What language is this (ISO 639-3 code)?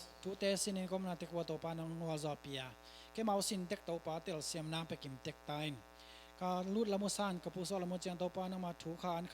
ctd